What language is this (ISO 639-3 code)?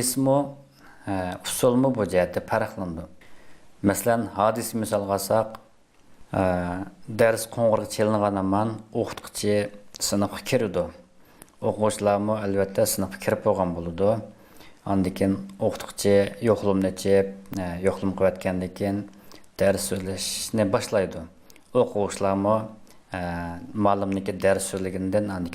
uig